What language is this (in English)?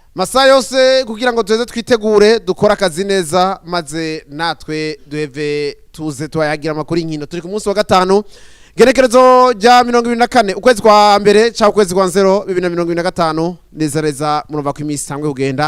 Rundi